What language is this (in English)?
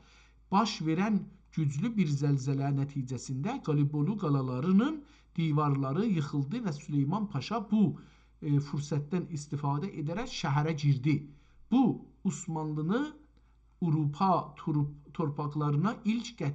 South Azerbaijani